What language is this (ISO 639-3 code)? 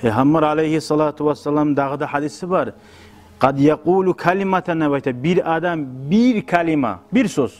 kum